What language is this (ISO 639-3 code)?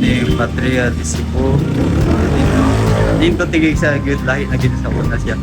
ceb